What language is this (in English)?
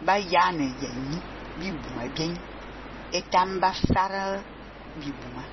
Fang